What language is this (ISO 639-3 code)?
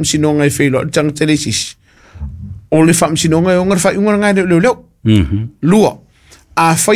smo